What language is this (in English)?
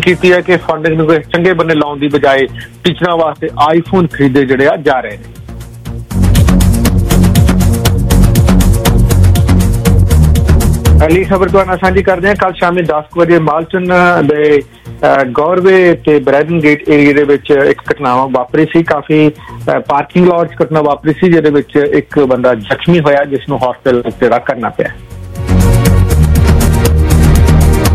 Punjabi